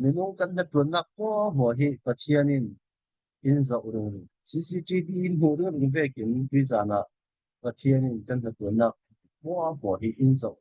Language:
Falam Chin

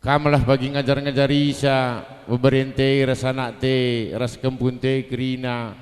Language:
Batak Karo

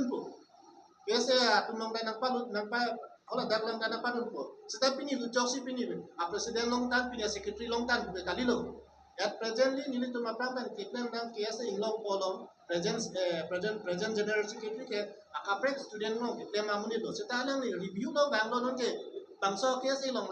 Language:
Karbi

